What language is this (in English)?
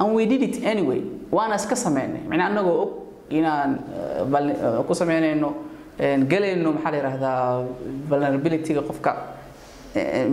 Somali